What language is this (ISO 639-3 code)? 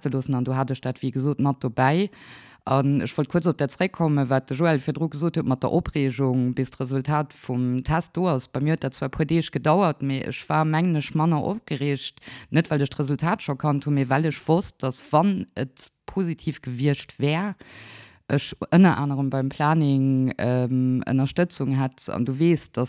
ltz